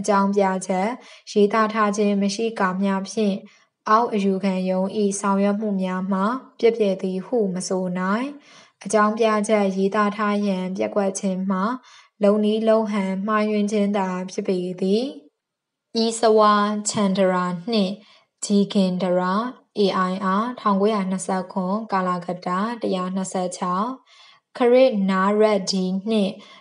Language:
Burmese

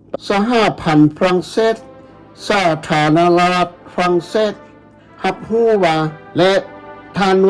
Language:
Lao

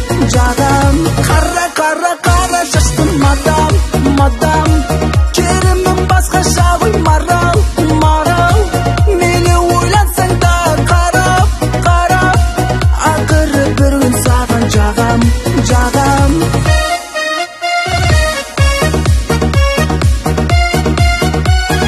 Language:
Kazakh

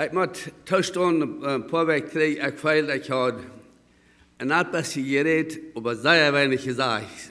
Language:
Plautdietsch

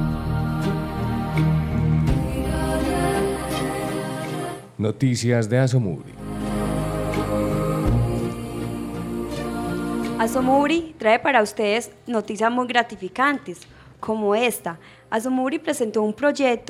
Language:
Spanish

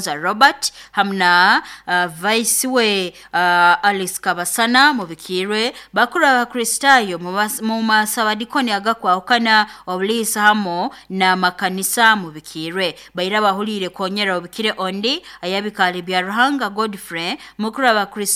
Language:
Nyoro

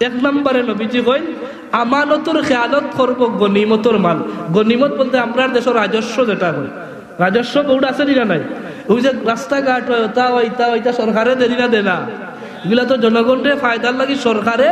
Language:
Sylheti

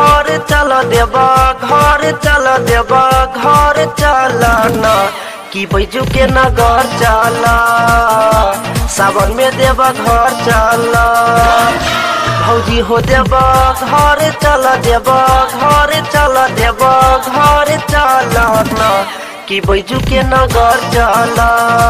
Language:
Bhojpuri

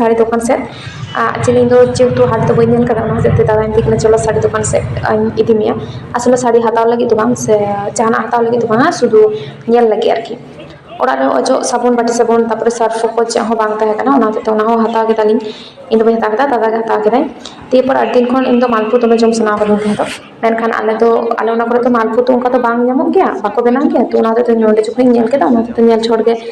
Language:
Santali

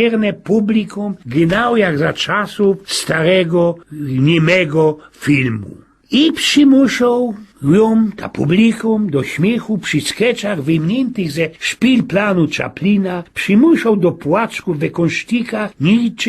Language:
Silesian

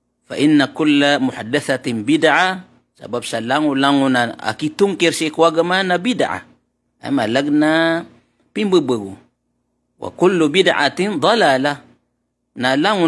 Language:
Maranao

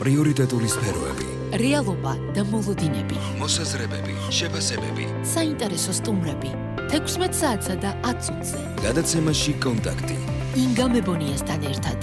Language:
Georgian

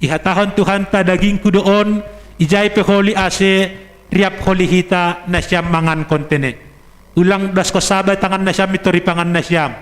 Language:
Batak Simalungun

